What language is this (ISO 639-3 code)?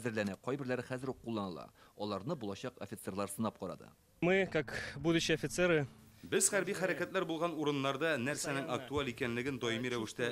tat